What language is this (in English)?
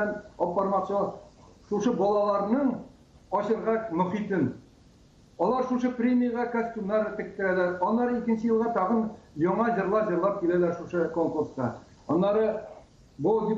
Tatar